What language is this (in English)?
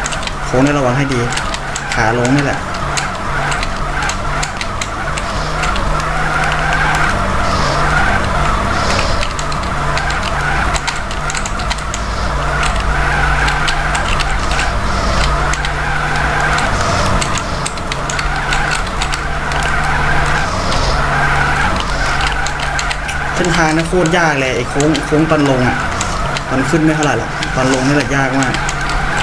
Thai